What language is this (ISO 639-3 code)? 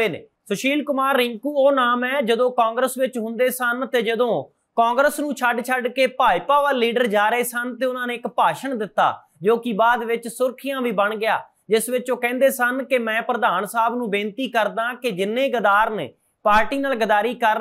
pan